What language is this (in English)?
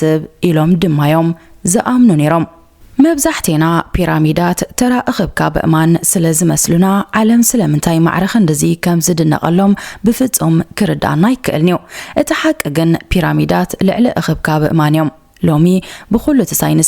Tigrinya